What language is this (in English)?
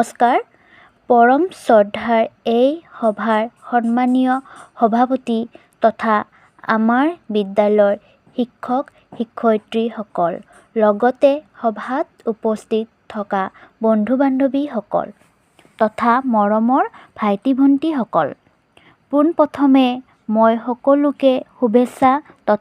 Assamese